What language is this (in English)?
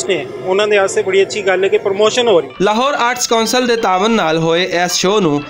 Western Panjabi